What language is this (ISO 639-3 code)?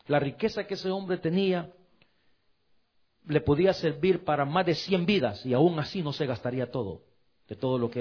spa